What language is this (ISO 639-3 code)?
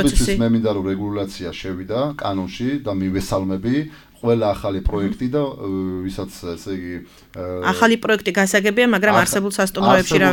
kat